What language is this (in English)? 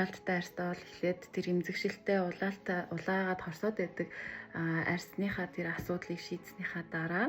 Mongolian